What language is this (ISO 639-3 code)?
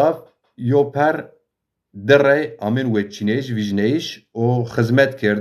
zza